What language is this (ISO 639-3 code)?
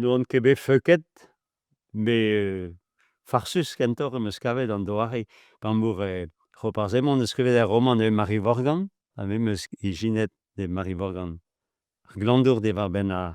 bre